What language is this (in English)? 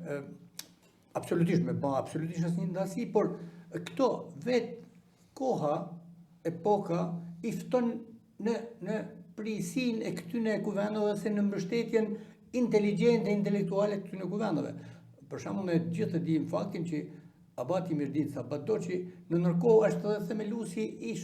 Albanian